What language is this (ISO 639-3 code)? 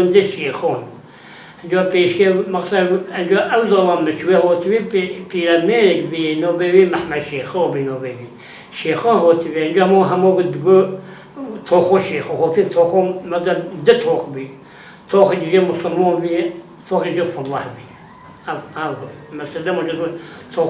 kur